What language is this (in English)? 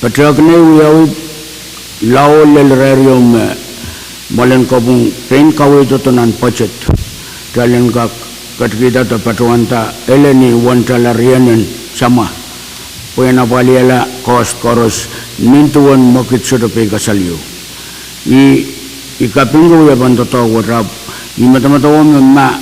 Pohnpeian